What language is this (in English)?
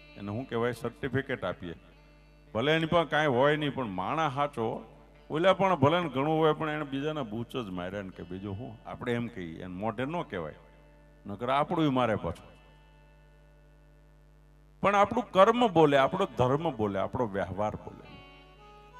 Gujarati